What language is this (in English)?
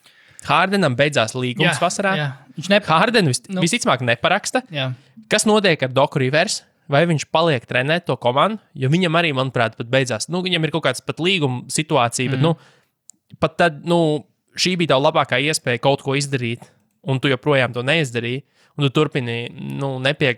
Latvian